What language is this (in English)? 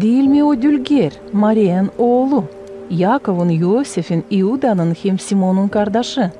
Gagauz